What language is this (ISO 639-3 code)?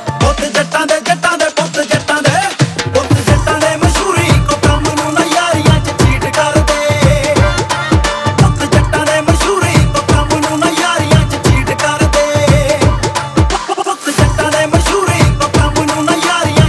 pan